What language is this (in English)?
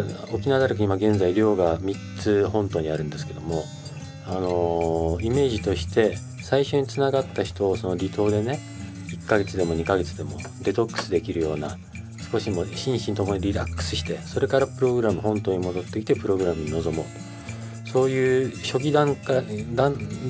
Japanese